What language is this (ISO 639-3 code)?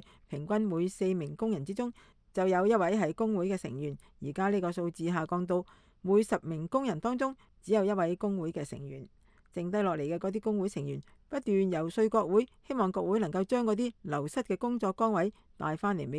yue